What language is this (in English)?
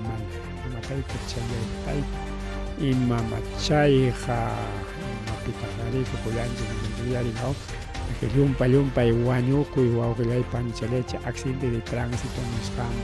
Ayacucho Quechua